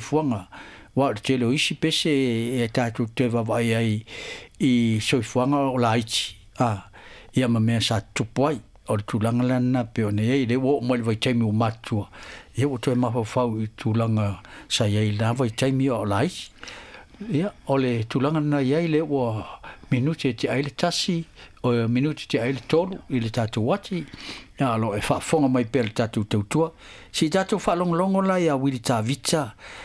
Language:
Samoan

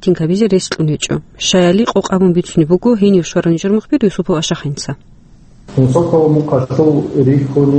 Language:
Avaric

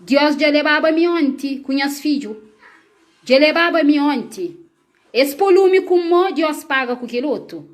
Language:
Kabuverdianu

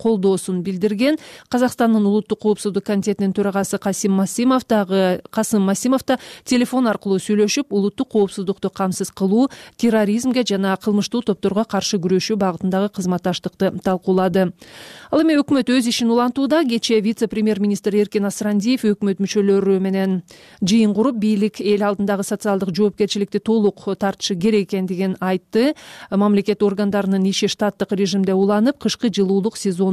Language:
Kyrgyz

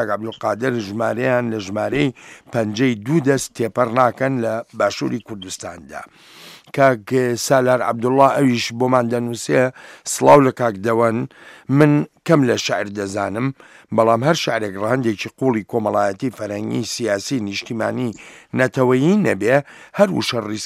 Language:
Central Kurdish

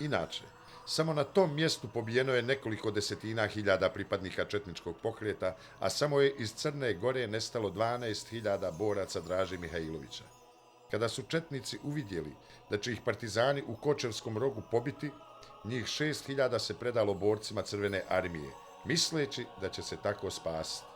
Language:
Bosnian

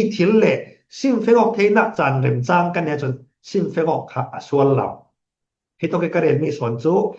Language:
Falam Chin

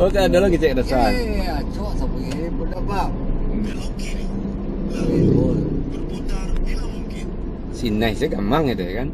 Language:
Minangkabau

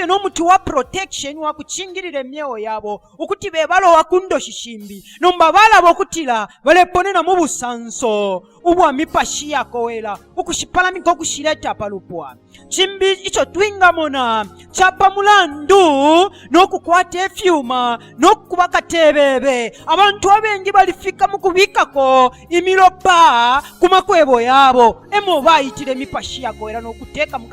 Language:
Bemba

